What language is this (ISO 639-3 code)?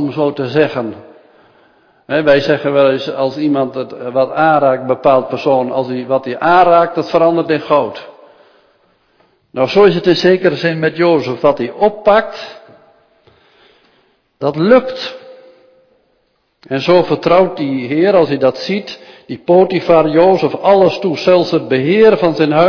nld